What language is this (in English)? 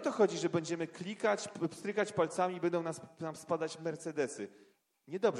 Polish